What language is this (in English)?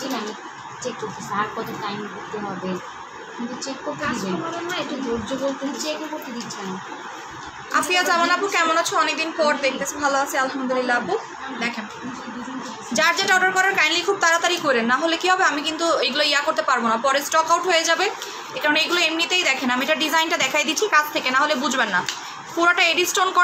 Bangla